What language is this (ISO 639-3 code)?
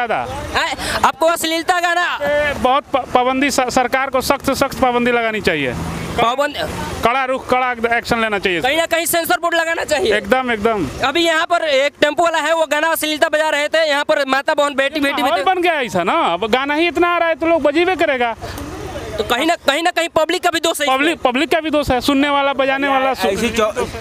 hin